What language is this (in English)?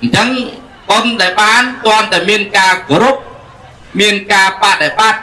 Khmer